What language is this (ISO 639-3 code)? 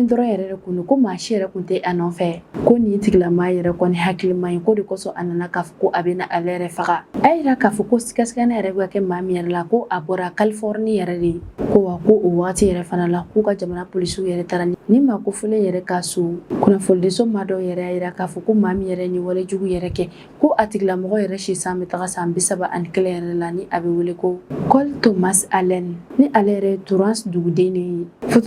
bam